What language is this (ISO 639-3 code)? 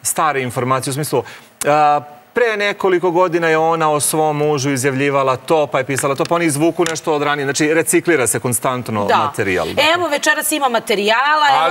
srp